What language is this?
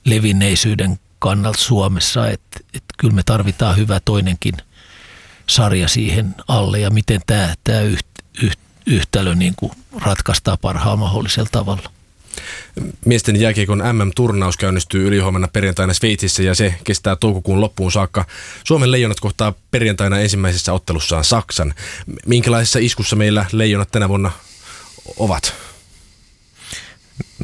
Finnish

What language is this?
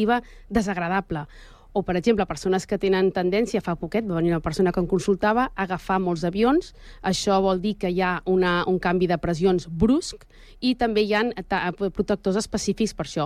Catalan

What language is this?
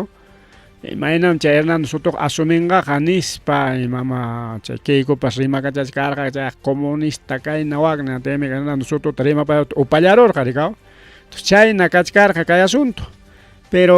Ayacucho Quechua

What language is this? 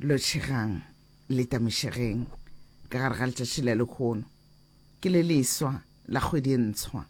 Northern Sotho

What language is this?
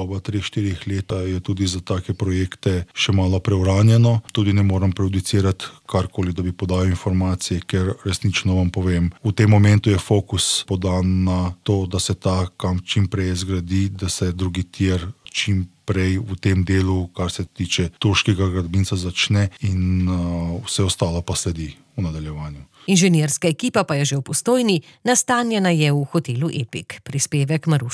Slovenian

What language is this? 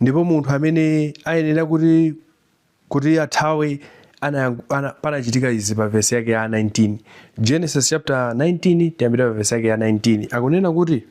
Nyanja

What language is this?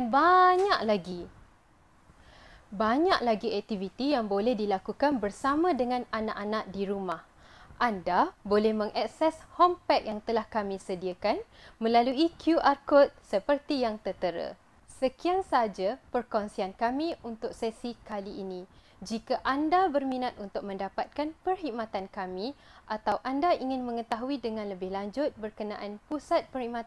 Malay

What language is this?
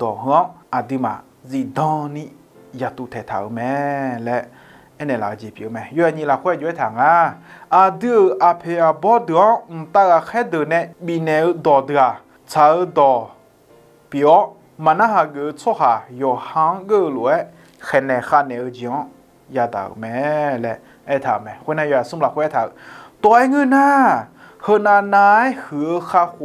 Akha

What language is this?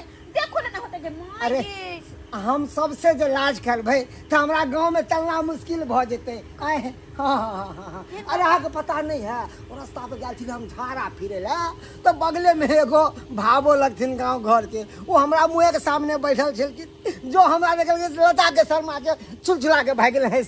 Maithili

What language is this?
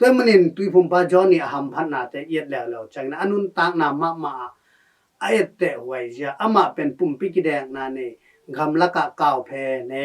Tedim Chin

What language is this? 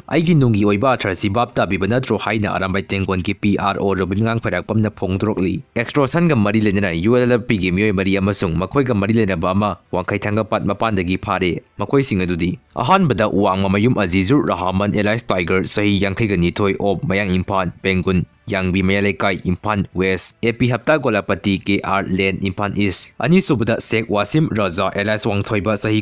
Manipuri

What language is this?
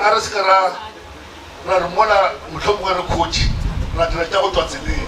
Northern Sotho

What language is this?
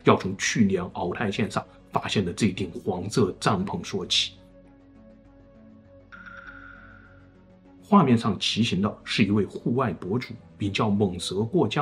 Chinese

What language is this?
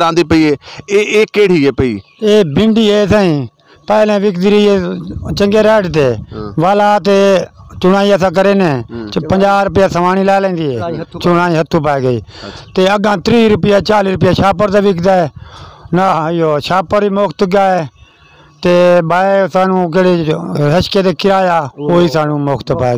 Saraiki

